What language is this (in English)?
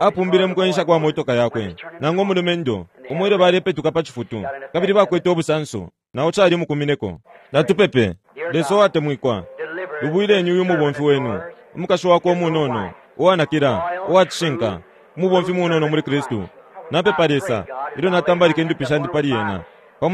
Bemba